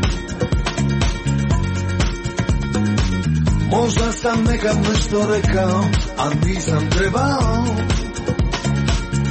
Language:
Croatian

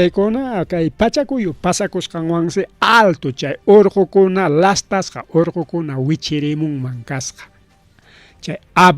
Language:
Ayacucho Quechua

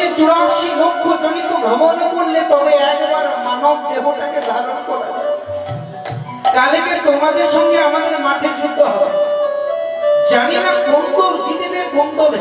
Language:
Bangla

